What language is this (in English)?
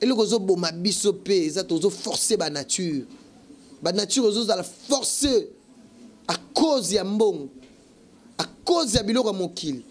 Lingala